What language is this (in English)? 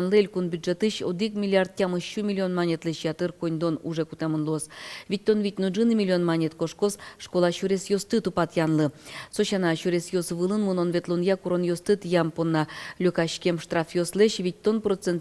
Udmurt